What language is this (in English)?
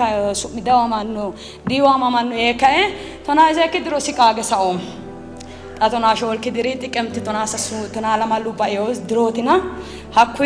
Sidamo